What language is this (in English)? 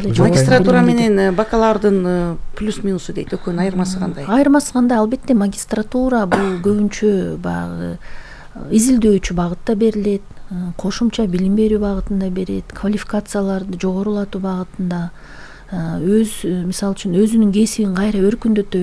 Kyrgyz